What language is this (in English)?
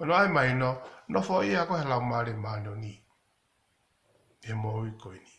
Tongan